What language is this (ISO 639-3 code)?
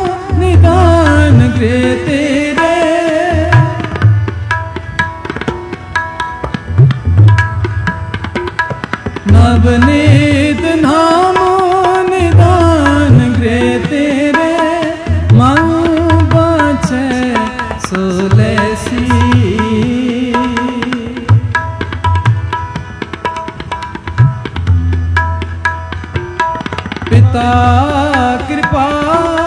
hin